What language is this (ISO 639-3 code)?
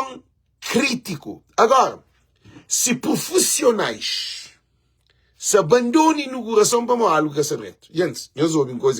kea